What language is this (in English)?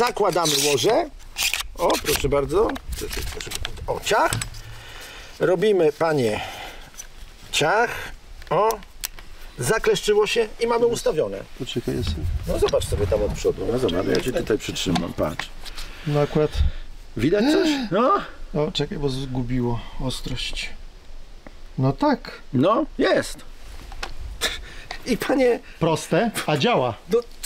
Polish